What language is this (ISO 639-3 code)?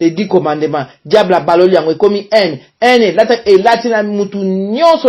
lin